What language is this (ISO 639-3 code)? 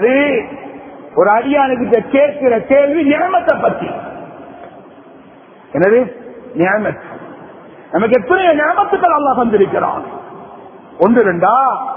tam